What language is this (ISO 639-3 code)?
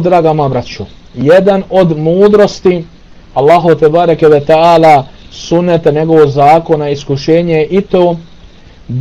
bos